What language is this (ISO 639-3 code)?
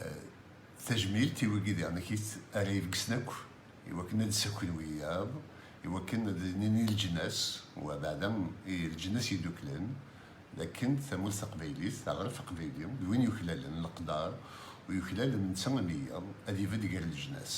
kab